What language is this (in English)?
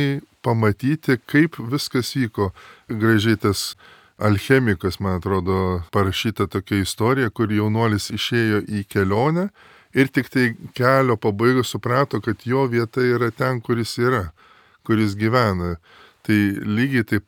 Lithuanian